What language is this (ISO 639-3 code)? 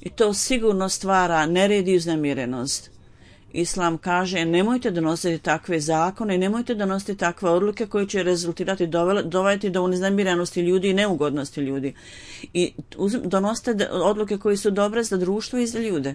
bos